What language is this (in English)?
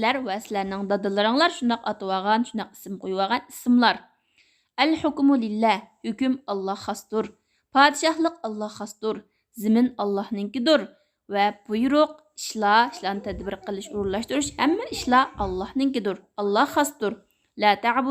Uyghur